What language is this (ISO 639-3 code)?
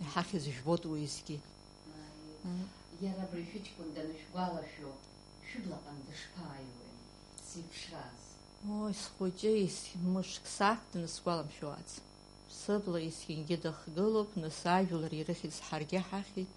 abk